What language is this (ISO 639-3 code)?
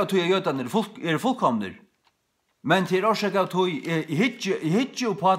fao